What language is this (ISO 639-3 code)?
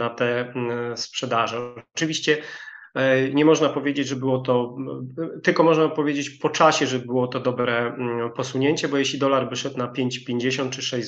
pol